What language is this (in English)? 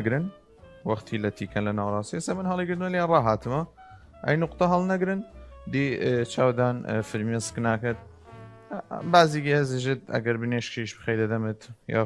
Southern Kurdish